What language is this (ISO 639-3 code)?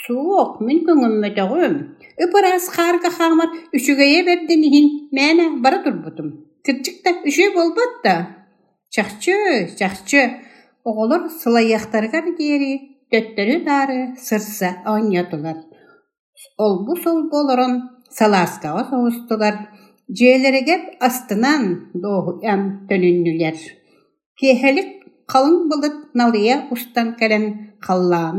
sah